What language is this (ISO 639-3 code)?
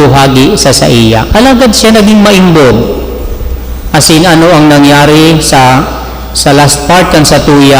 bik